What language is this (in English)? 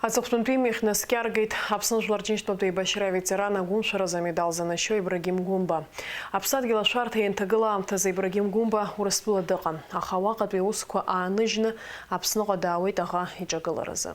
Abkhazian